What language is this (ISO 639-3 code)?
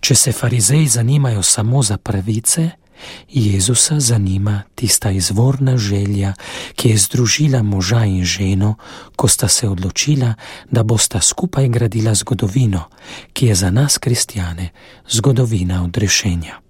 slv